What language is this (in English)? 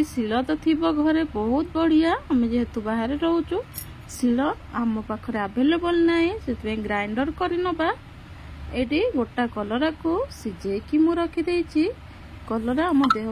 Odia